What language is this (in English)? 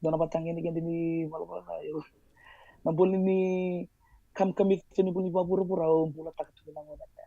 Fijian